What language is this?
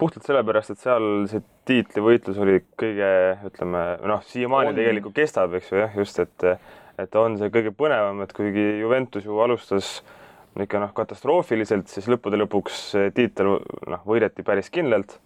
Estonian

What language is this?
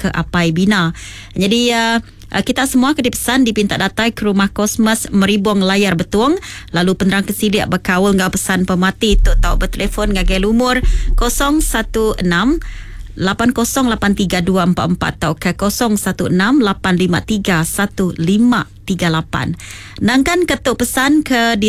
Iban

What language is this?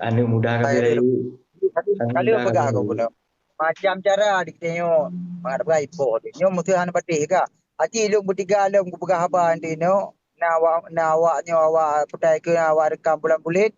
Achinese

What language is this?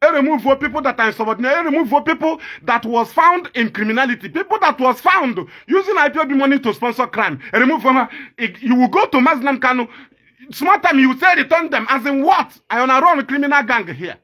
Igbo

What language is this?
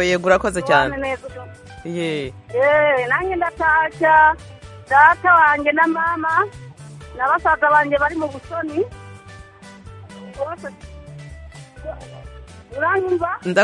Kinyarwanda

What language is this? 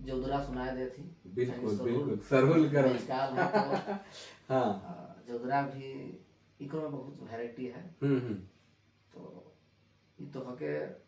Sadri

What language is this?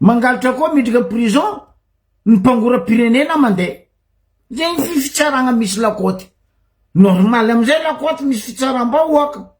Malagasy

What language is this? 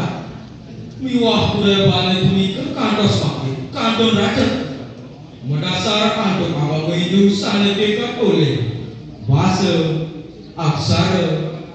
Balinese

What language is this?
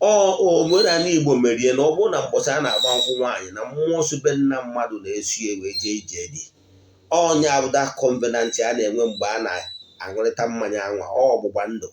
Igbo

